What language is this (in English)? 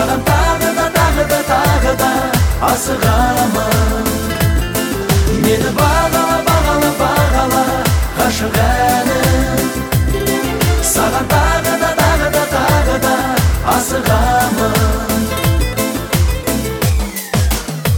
Kazakh